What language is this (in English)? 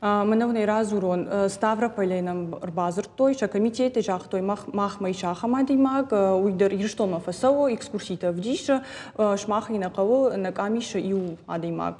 Ossetic